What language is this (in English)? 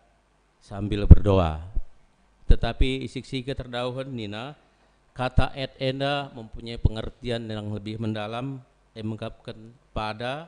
Batak Karo